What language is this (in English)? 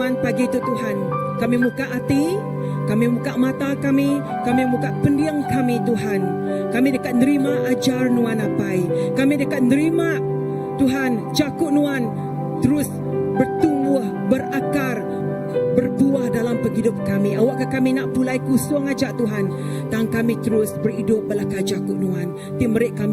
Iban